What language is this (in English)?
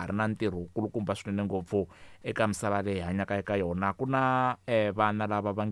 Tsonga